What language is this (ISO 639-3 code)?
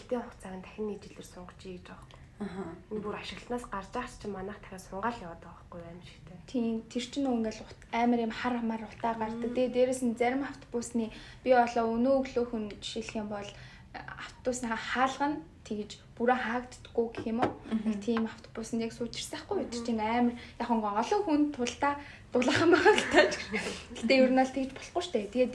mon